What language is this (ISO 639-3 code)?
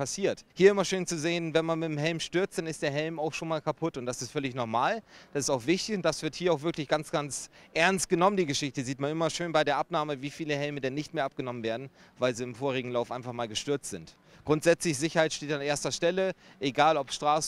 deu